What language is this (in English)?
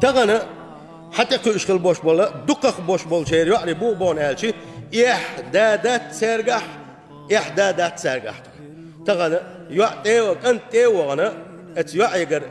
Chechen